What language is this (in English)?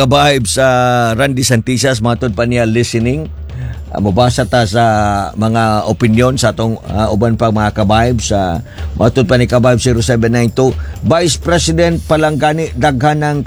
Cebuano